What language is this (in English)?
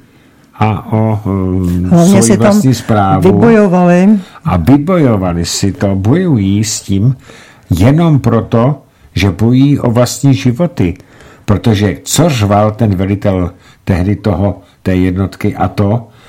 Czech